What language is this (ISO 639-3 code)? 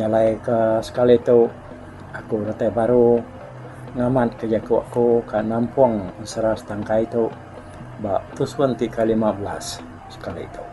iba